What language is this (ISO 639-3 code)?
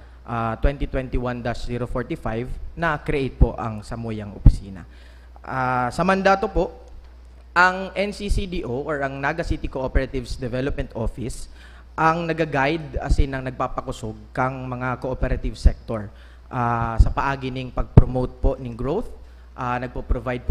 bik